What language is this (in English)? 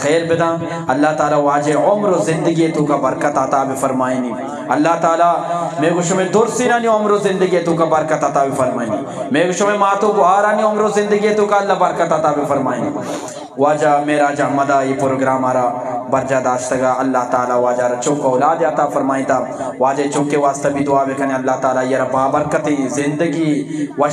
Eastern Balochi